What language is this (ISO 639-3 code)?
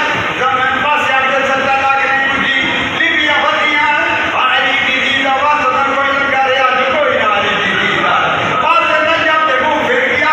skr